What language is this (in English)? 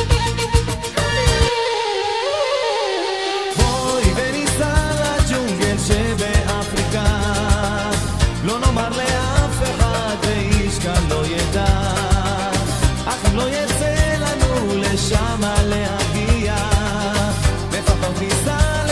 Hebrew